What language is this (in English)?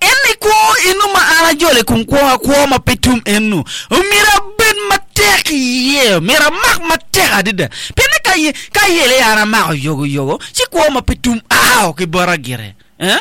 Acoli